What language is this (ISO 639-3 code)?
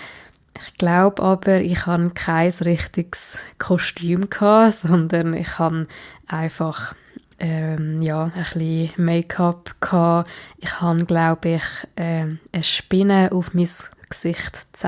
gsw